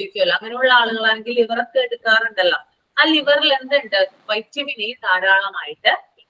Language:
Malayalam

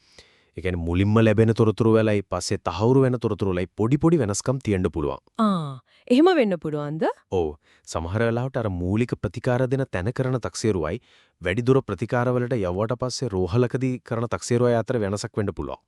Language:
Sinhala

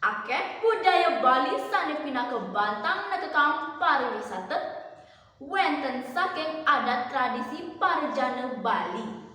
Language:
Balinese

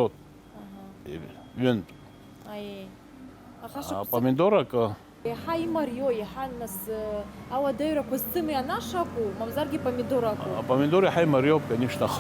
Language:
Abkhazian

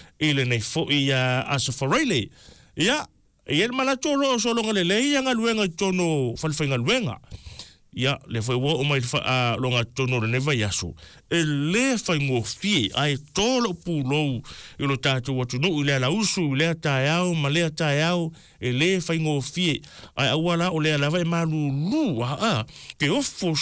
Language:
Samoan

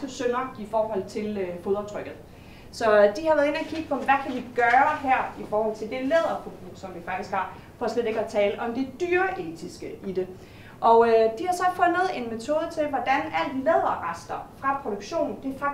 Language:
Danish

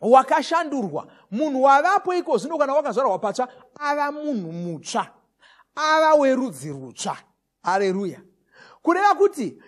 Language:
Shona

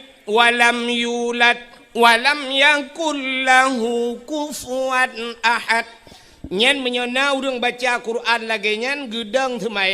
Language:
Achinese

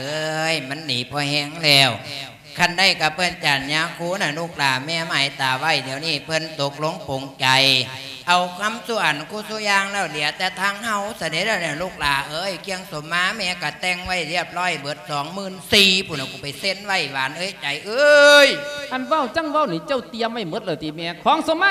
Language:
Lao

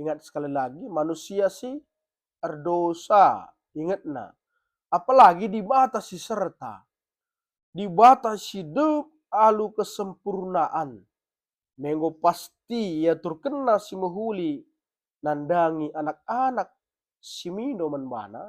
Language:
Batak Karo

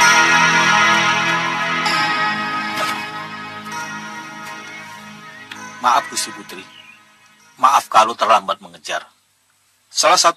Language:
Indonesian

